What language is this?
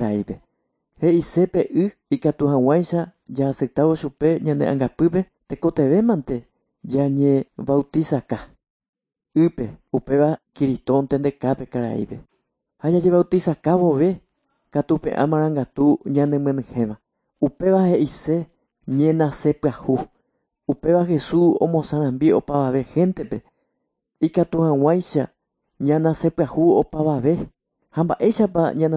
Guarani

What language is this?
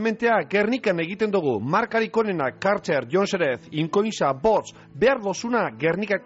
Basque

